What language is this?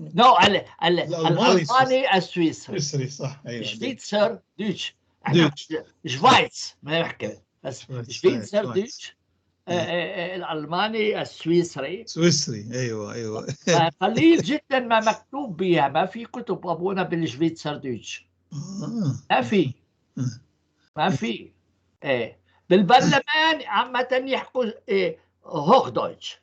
North Levantine Arabic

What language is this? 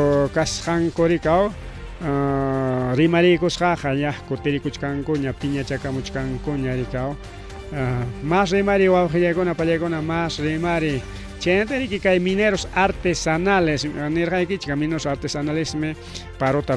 Ayacucho Quechua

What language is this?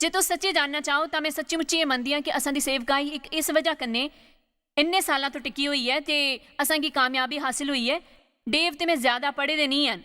Dogri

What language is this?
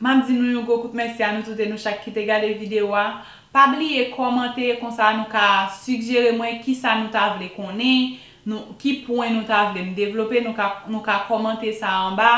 Haitian Creole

